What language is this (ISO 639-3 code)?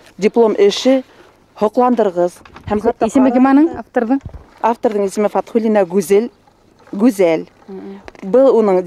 bak